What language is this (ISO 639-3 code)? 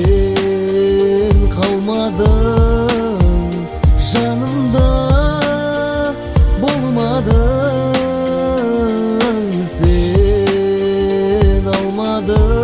kaz